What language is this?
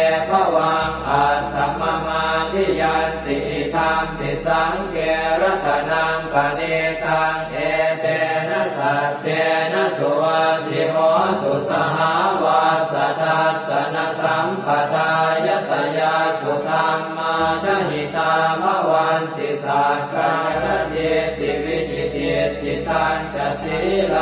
Pali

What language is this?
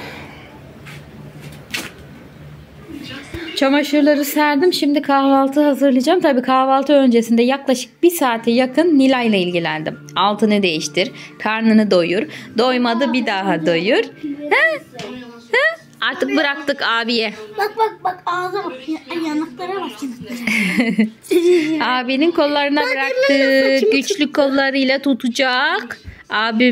Turkish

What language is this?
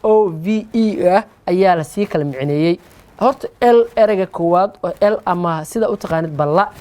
Somali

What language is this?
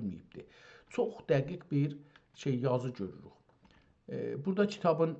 South Azerbaijani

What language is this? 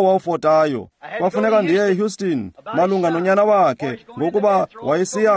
Xhosa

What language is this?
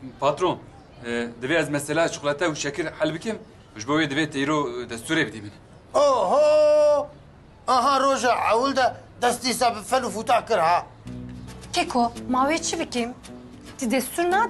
Kurdish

